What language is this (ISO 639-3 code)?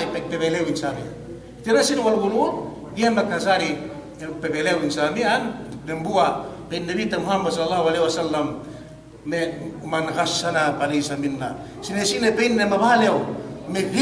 yka